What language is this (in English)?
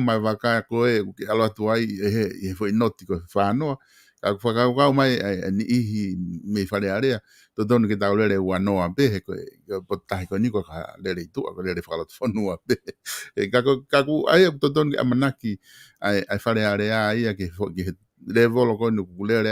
Tongan